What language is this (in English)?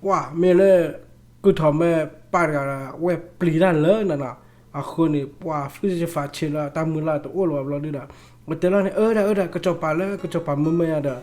S'gaw Karen